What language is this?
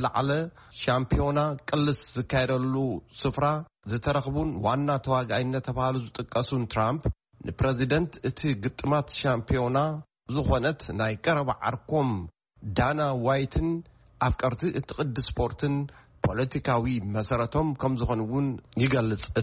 Tigrinya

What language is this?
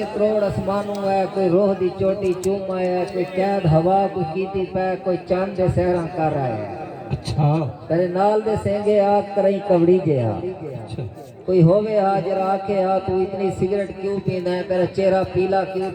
Saraiki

